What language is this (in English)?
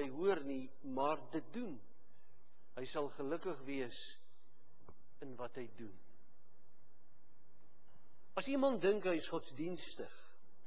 Afrikaans